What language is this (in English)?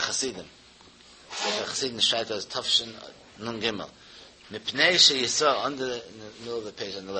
Yiddish